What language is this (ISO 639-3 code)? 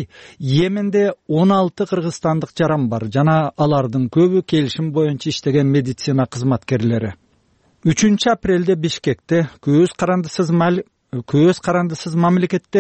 kir